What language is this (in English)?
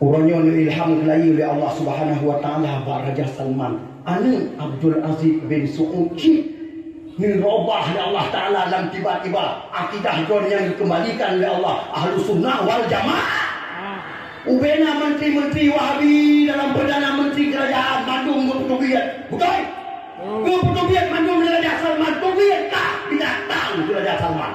Achinese